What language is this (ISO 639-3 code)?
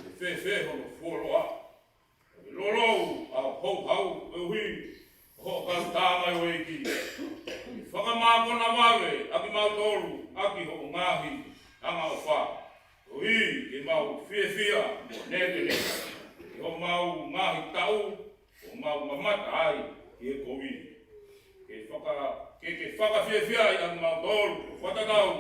ton